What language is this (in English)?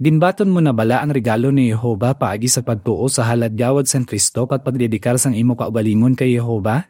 Hiligaynon